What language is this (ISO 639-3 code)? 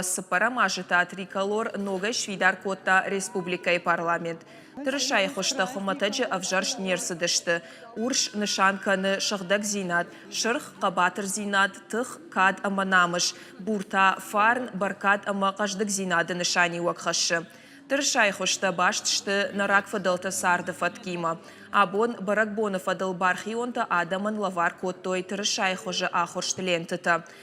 oss